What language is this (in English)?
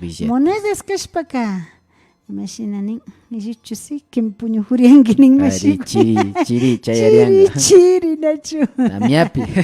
Imbabura Highland Quichua